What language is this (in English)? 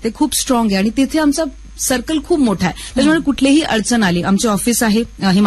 Marathi